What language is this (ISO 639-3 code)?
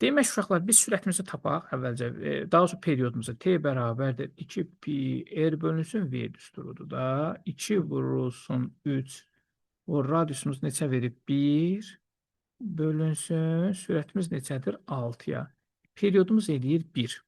aze